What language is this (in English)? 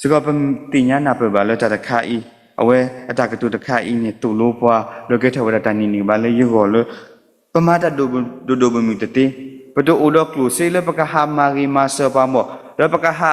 S'gaw Karen